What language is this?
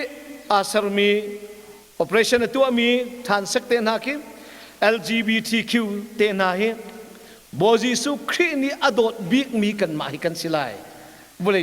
Hakha Chin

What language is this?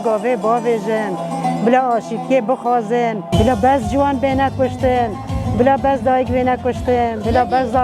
Kurdish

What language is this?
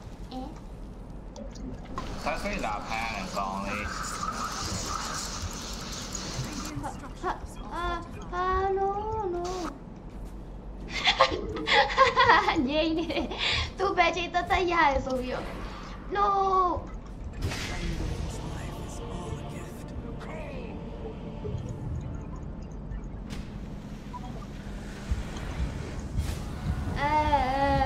Burmese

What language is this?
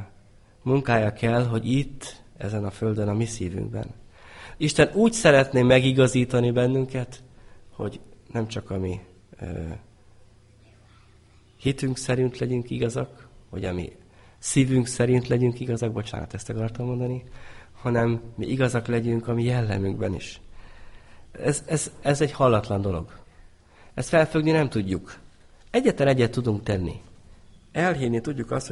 Hungarian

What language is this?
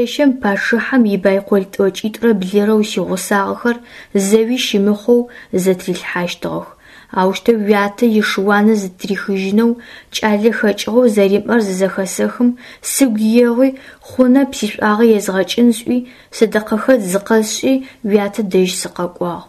Adyghe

